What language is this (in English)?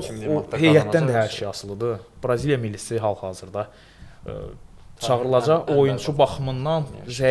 Azerbaijani